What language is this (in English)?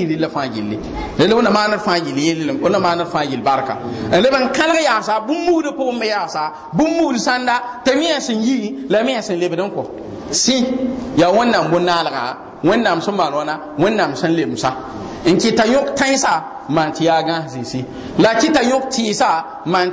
Mossi